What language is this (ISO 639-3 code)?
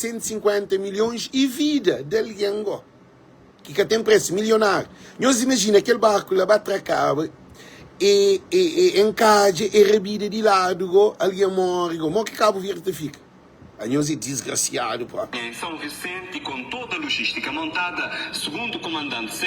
kea